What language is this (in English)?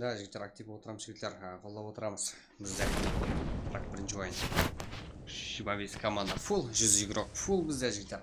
Kara-Kalpak